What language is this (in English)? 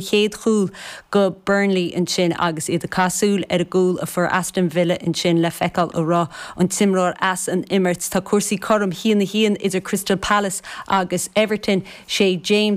Irish